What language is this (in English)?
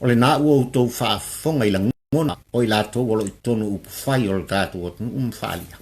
Samoan